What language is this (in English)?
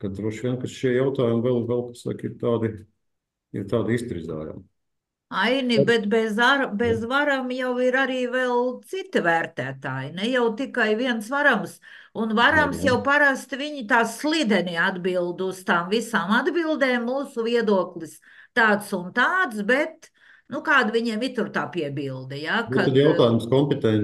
Latvian